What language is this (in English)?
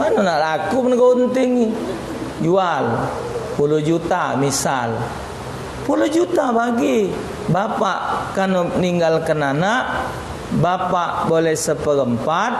Musi